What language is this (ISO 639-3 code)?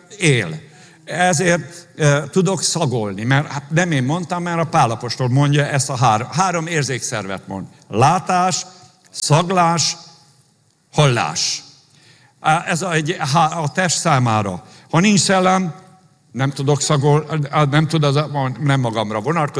hun